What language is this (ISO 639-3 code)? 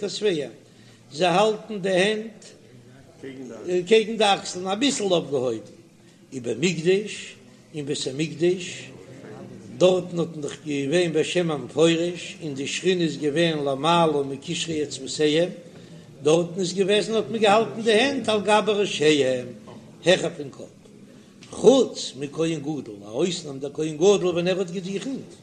yid